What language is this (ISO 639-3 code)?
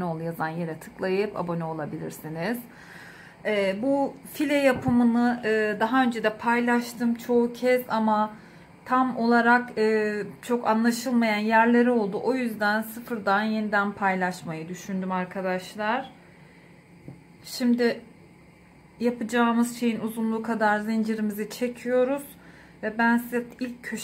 tur